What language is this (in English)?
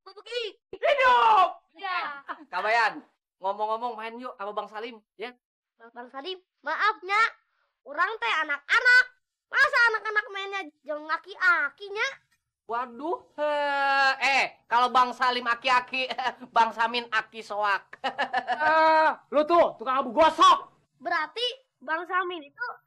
Betawi